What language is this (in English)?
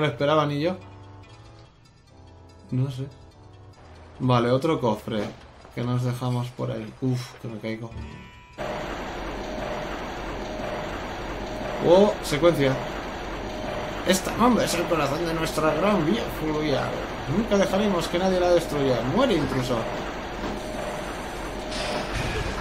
Spanish